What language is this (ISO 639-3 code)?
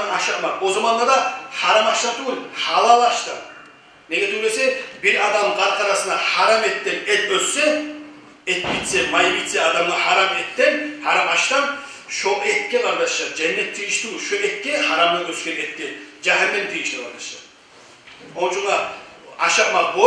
kum